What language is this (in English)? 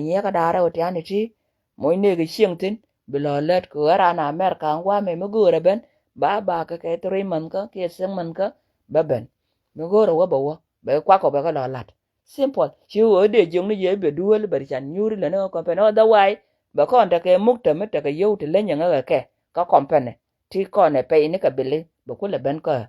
Nuer